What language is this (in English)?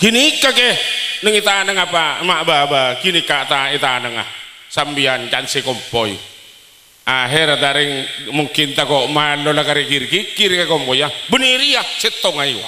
Madurese